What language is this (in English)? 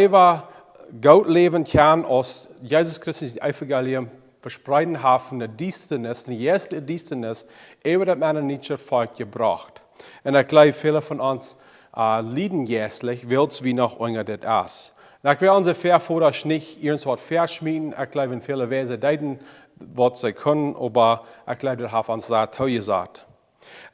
Plautdietsch